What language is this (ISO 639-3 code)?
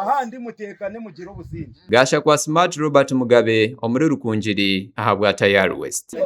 nyn